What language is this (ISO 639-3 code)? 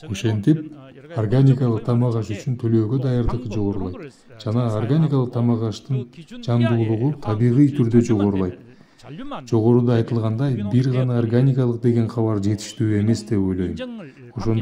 kir